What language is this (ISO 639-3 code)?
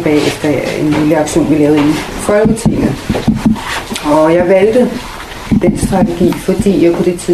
dan